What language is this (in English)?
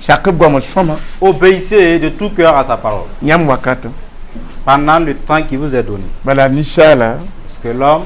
Mossi